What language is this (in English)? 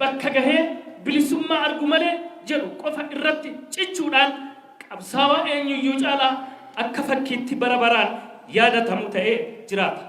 Oromo